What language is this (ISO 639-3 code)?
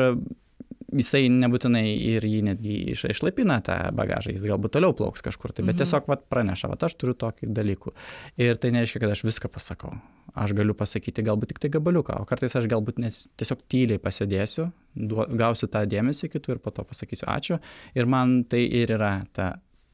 lit